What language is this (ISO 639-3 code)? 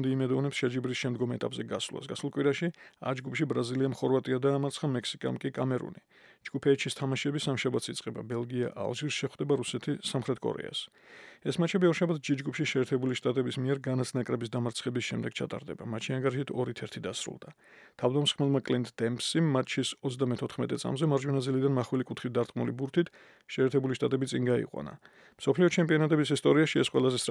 kat